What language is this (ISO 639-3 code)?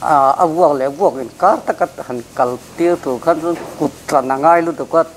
lus